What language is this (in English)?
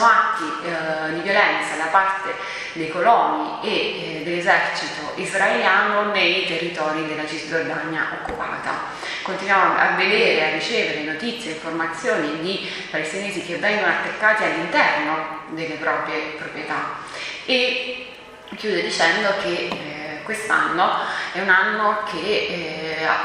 Italian